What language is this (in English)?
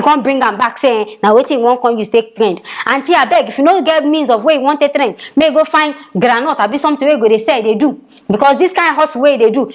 Nigerian Pidgin